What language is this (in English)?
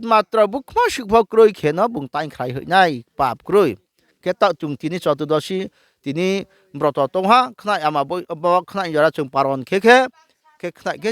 Riang (India)